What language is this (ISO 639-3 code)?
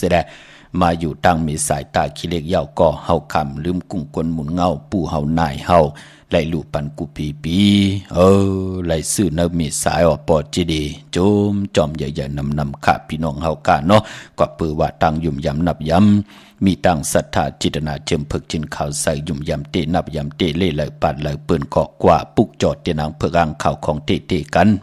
shn